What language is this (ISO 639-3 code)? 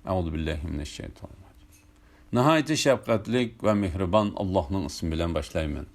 uig